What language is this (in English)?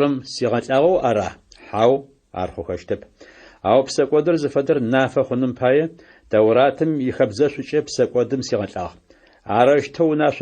Adyghe